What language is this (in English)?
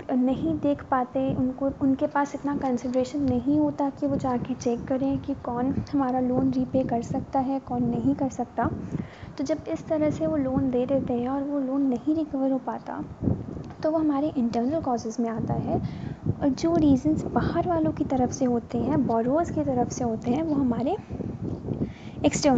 Hindi